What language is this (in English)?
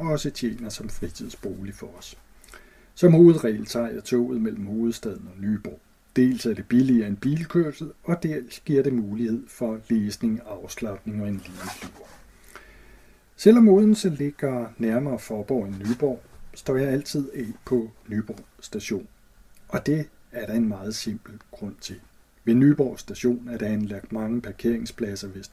Danish